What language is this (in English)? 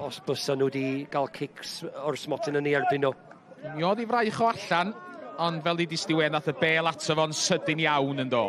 Welsh